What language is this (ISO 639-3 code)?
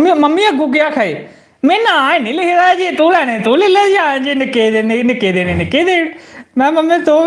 doi